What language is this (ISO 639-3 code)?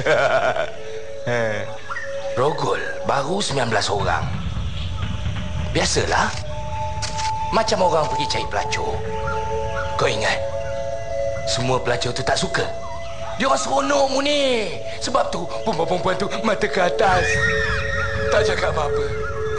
msa